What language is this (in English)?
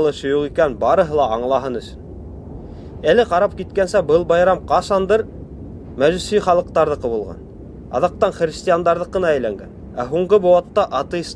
Bashkir